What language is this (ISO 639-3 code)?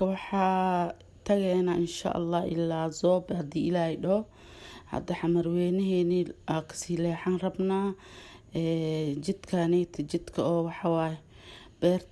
som